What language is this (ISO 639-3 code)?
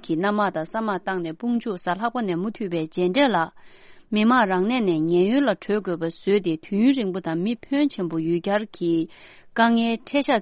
bod